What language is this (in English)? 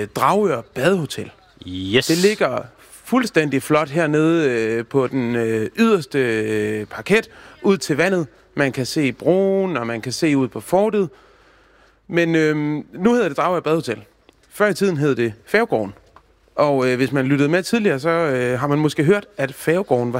Danish